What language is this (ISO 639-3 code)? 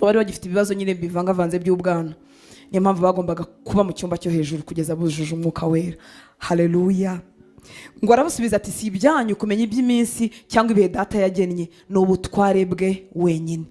kin